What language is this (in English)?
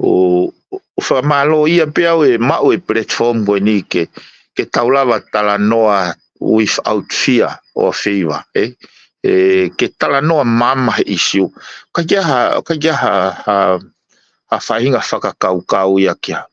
Tongan